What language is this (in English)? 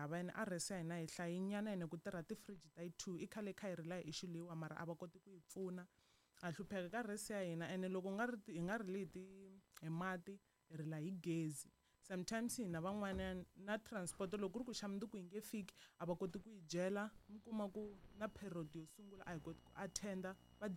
Tsonga